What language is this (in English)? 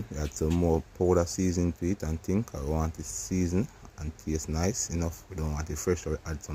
Jamaican Creole English